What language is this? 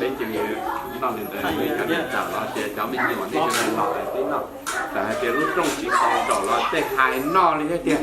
Hmong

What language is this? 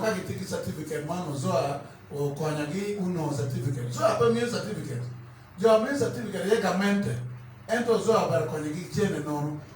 Acoli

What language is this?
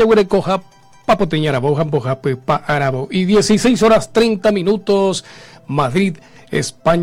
Guarani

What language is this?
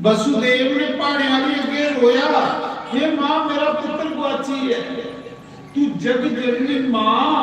Dogri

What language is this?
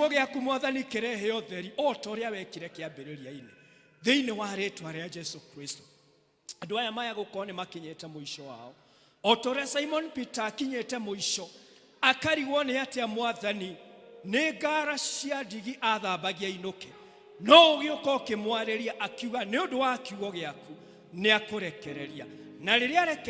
Kikuyu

